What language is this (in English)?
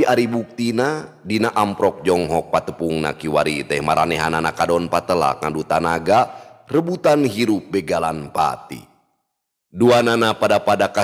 Sundanese